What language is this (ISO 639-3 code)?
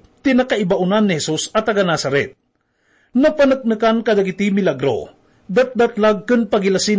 ilo